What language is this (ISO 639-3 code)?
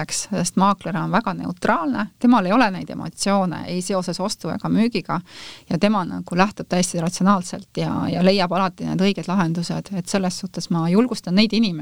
est